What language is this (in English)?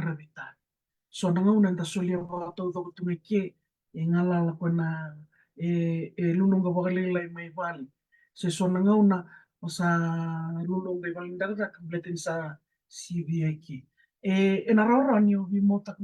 Fijian